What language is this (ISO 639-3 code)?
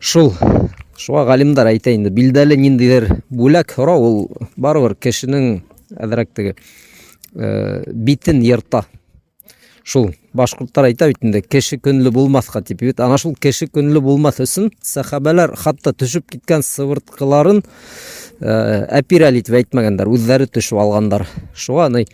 bak